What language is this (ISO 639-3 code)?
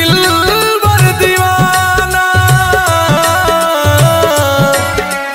bho